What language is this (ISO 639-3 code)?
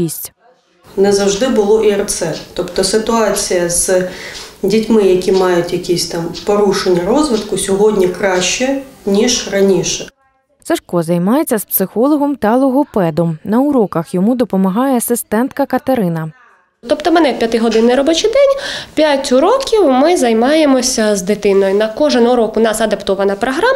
ukr